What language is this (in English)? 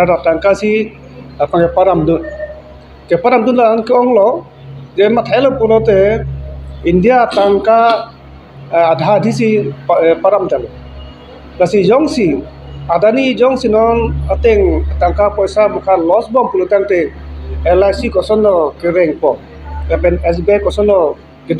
Karbi